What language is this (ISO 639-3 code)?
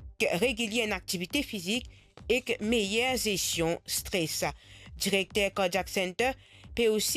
mfe